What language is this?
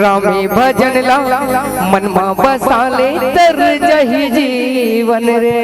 Chhattisgarhi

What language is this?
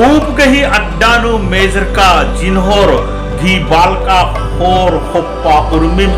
Kurukh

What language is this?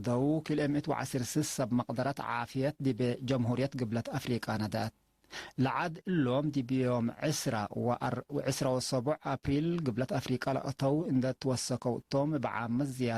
Tigre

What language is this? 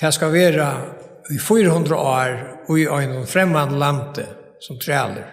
Faroese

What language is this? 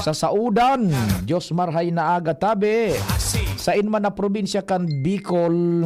Bikol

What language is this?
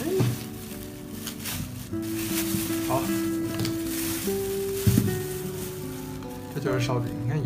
Chinese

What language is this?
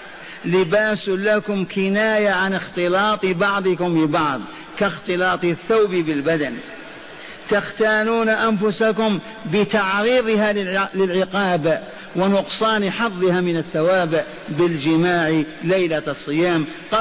Arabic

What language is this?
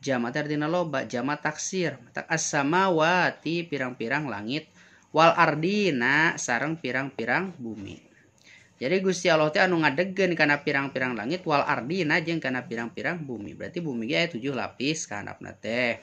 Sundanese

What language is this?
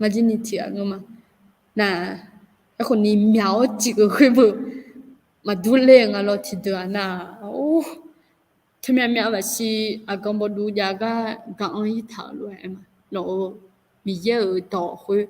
Akha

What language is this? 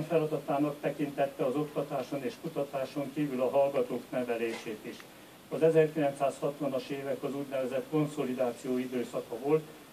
Hungarian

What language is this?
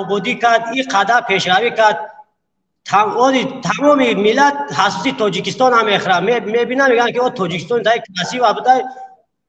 Tajik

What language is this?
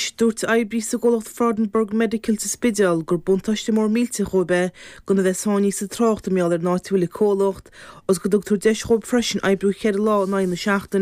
Irish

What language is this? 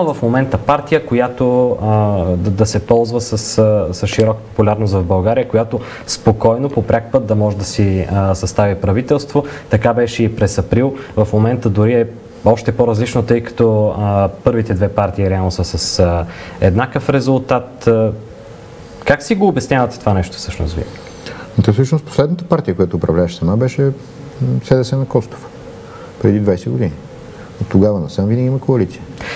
Bulgarian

